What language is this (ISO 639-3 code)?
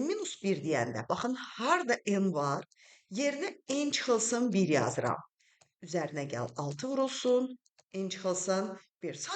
aze